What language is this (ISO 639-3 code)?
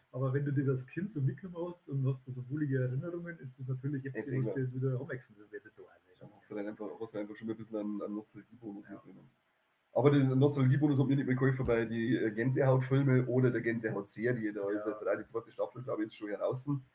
bar